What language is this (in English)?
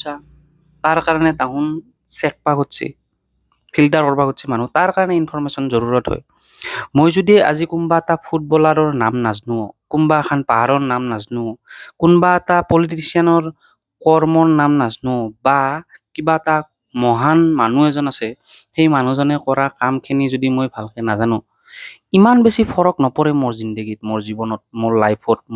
Assamese